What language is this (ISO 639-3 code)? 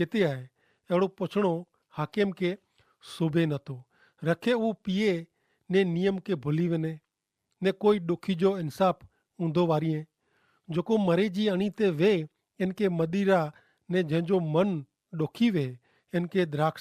kfr